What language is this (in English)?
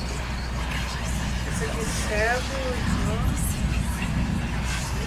Portuguese